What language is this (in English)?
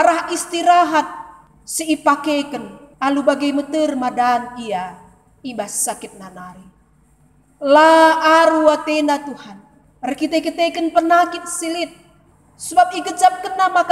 Batak Karo